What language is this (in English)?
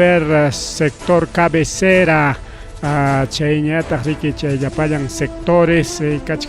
Ayacucho Quechua